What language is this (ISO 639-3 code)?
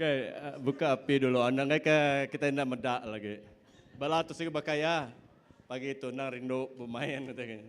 iba